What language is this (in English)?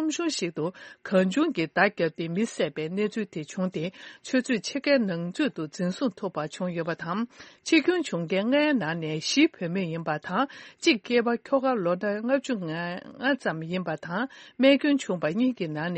Tibetan